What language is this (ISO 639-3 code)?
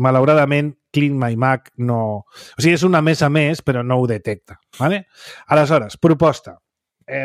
cat